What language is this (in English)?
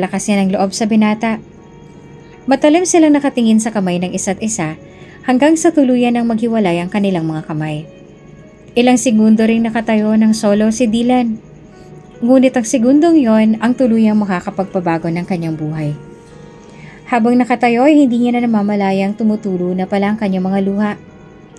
Filipino